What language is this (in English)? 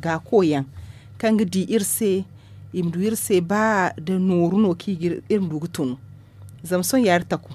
Zarma